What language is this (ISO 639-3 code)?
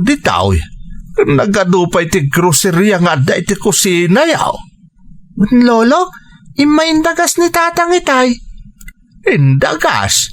ilo